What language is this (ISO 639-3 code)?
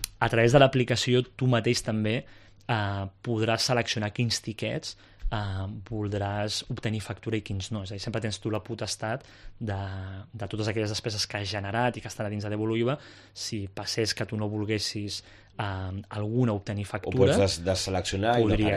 cat